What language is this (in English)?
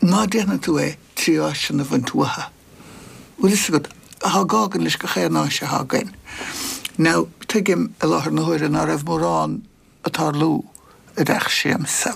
Irish